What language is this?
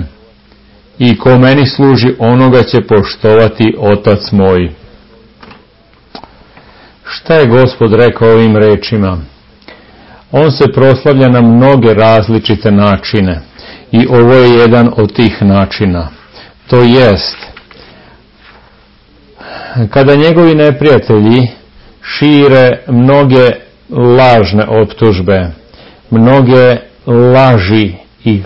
Serbian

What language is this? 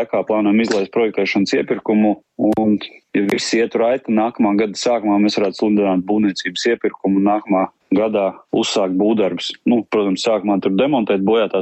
Latvian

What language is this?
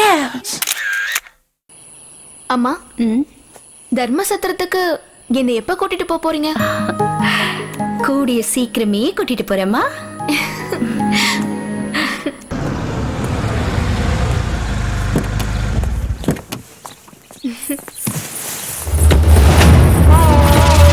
Tamil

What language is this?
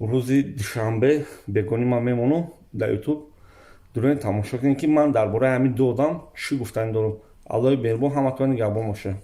Tajik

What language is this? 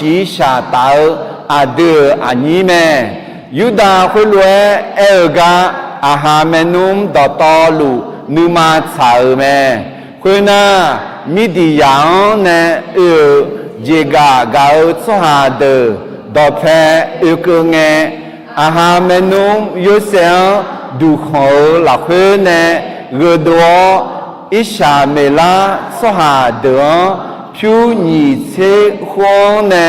Akha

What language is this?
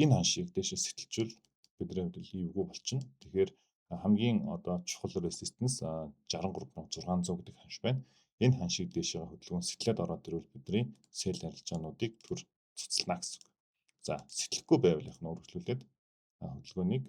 Mongolian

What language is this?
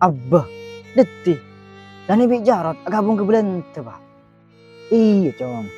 Madurese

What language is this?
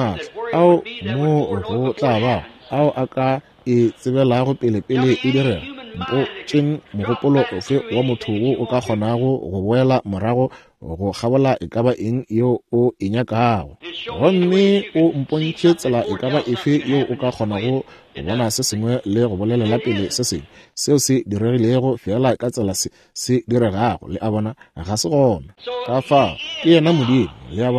Northern Sotho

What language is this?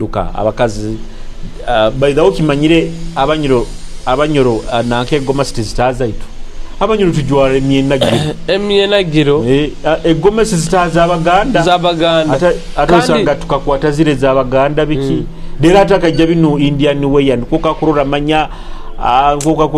Nyoro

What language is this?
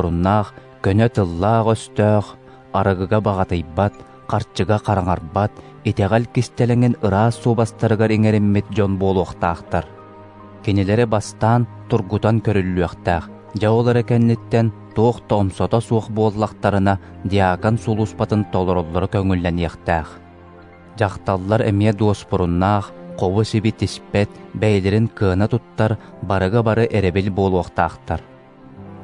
Yakut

